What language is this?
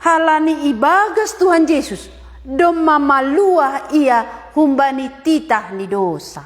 Batak Simalungun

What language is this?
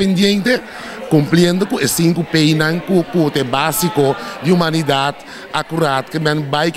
Papiamento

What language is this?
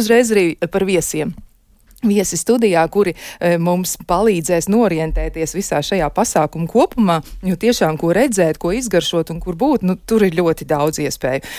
Latvian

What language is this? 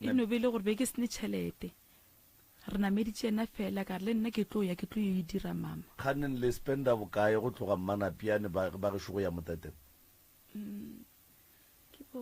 Northern Sotho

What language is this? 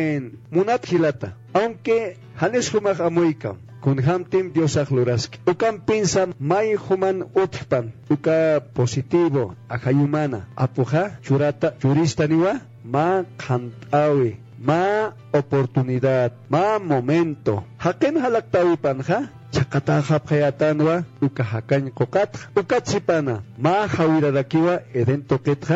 Aymara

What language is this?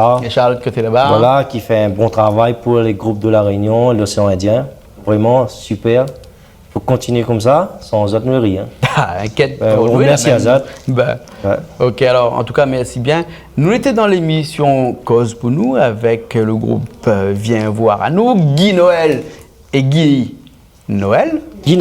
Réunion Creole French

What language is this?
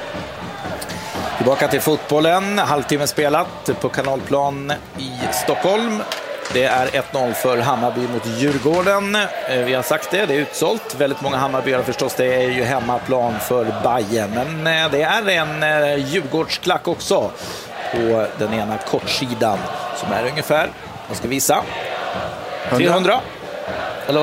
Swedish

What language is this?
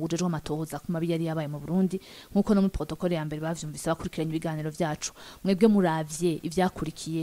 Rundi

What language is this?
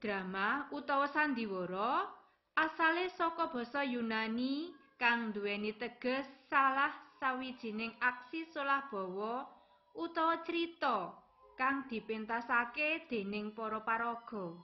Javanese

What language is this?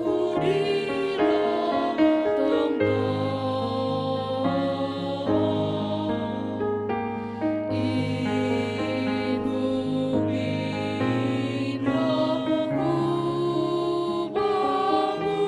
Batak Simalungun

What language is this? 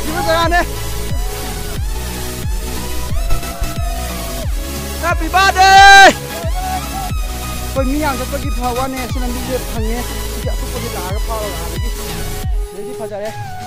Malay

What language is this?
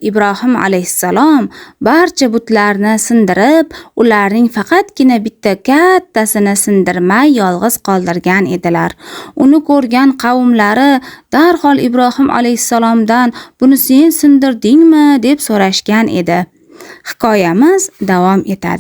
Uzbek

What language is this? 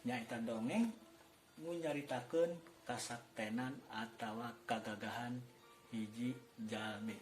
Sundanese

